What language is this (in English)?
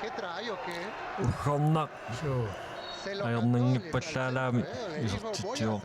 Kalaallisut